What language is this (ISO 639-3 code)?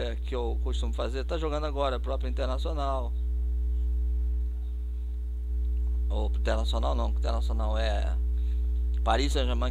por